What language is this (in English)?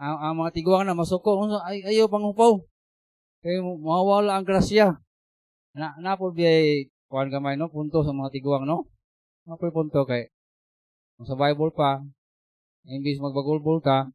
Cebuano